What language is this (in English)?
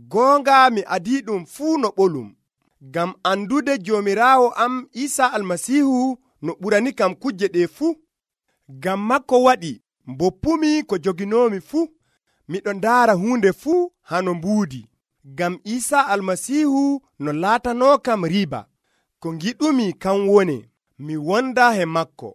Nigerian Fulfulde